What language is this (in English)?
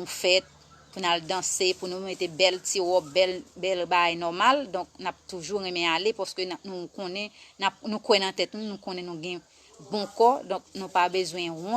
Haitian Creole